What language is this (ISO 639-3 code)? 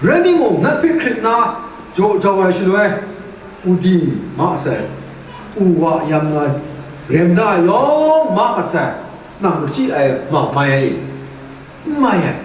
kac